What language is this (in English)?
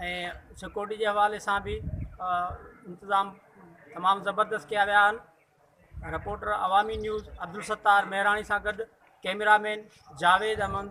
Sindhi